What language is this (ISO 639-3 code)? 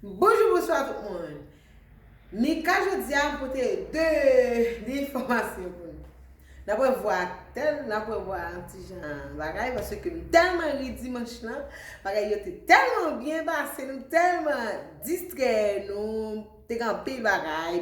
hat